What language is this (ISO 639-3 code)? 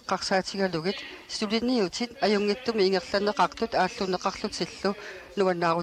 kal